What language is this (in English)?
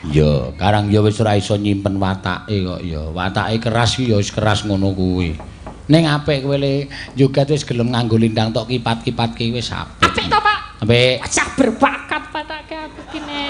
Javanese